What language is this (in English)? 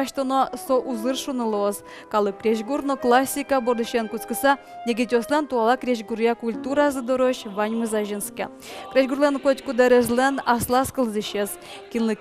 Udmurt